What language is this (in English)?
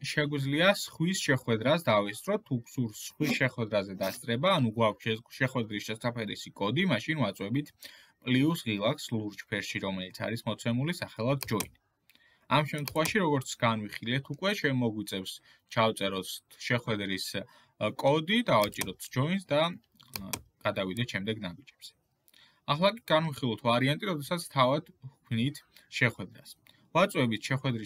Georgian